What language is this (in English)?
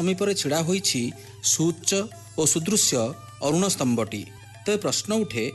Odia